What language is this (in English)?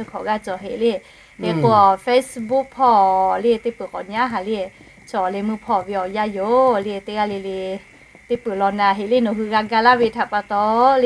Lahu